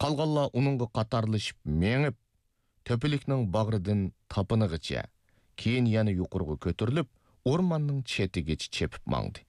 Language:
Uyghur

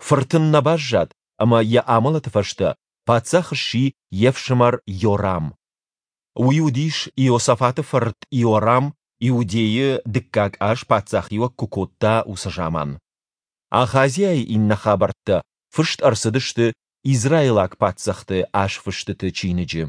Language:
Ossetic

